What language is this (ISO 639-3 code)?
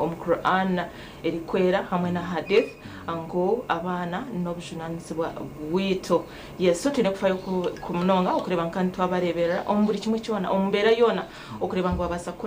nyn